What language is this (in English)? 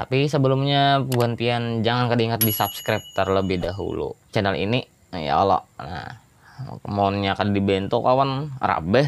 Banjar